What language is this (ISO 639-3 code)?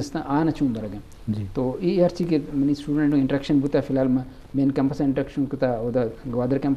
bgp